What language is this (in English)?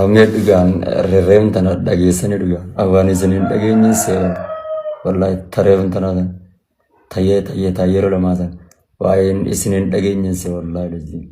Oromo